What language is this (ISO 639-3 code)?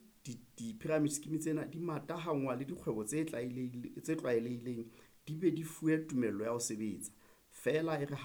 sot